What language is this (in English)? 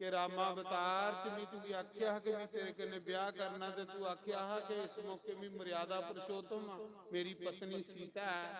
Dogri